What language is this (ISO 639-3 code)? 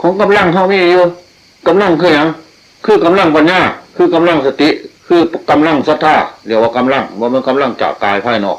tts